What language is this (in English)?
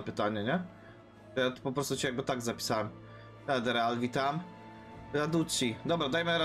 Polish